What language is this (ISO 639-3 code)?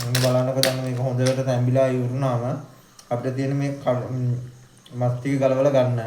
sin